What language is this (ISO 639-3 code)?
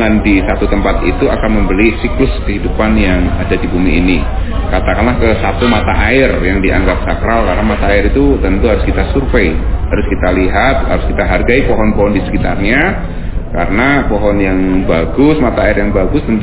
ind